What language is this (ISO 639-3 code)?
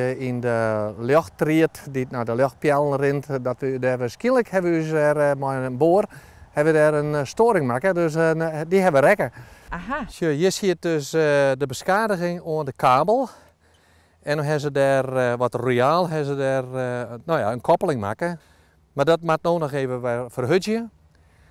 fry